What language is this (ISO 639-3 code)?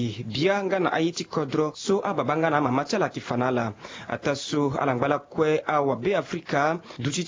sag